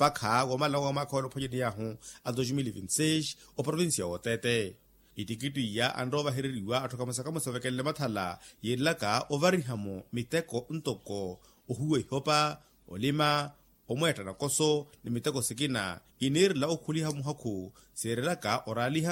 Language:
Makhuwa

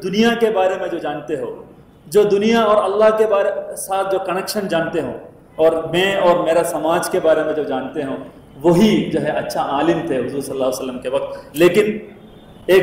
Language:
Urdu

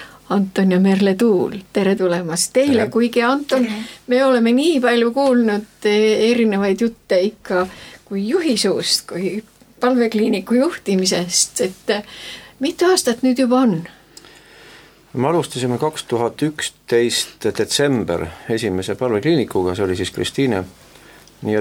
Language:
Estonian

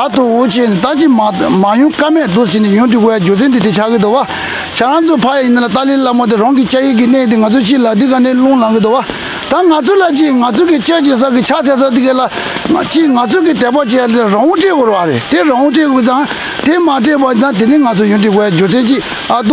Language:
Tibetan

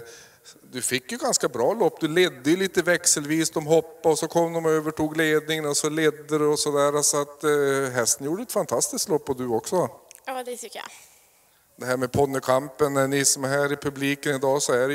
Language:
Swedish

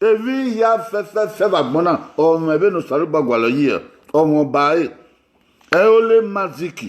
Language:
Bini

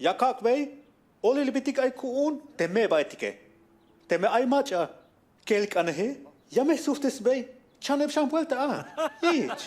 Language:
Tzeltal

